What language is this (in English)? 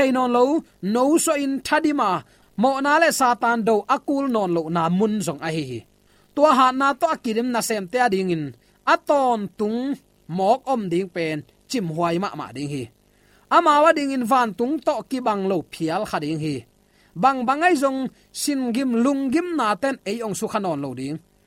Tedim Chin